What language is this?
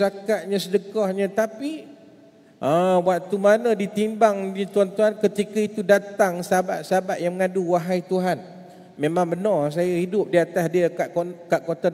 Malay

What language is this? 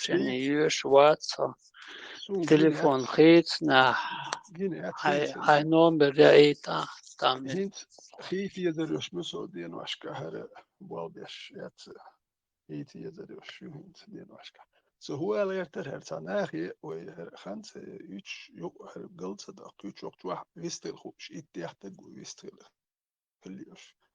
Chechen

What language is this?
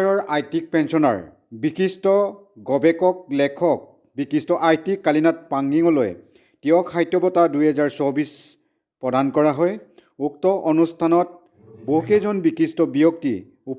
Assamese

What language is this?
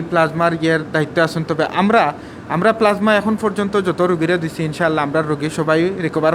Sylheti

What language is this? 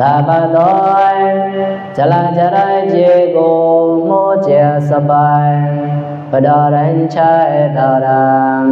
Mon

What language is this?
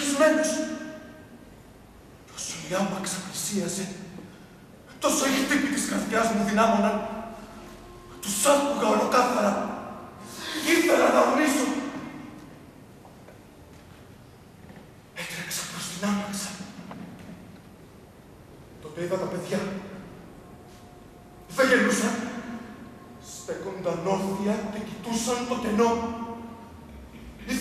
Greek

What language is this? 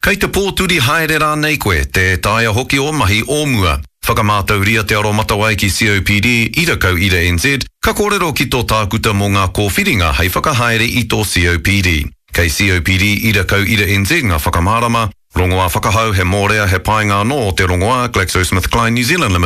Māori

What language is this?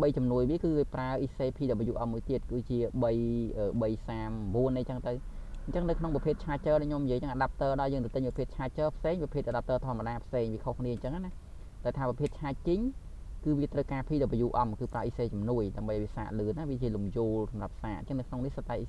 Khmer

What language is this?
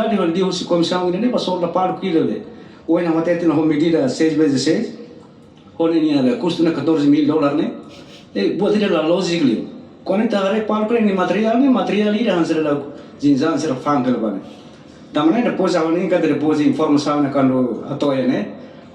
Tetum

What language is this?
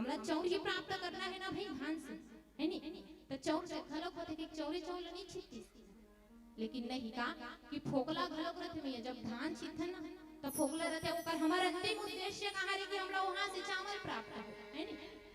Chhattisgarhi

